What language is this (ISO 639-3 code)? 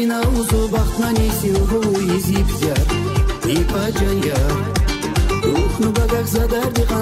tab